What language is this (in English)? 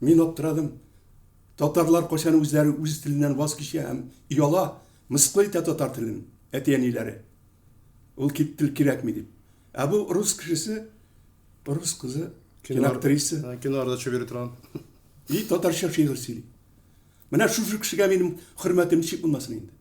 Tatar